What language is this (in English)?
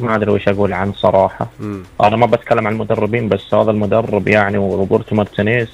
Gulf Arabic